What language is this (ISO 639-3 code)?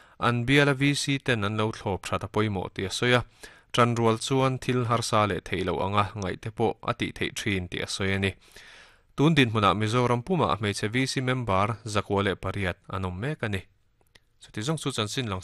lus